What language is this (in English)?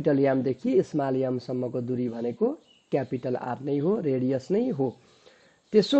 Nepali